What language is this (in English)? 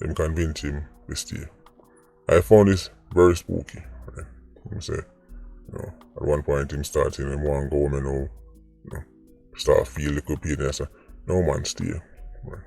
Jamaican Creole English